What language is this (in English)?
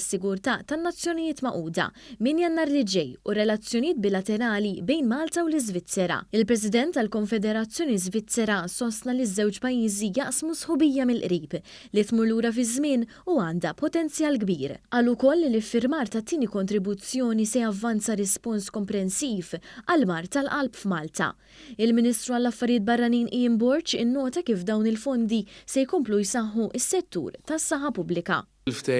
Maltese